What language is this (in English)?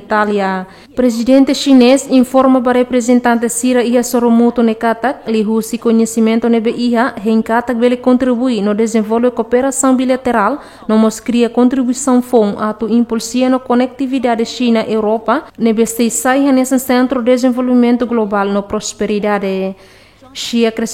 Tetum